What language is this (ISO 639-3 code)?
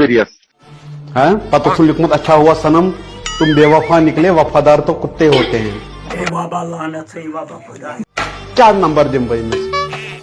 kas